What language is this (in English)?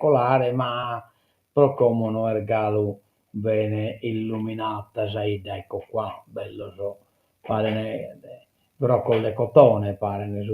Sardinian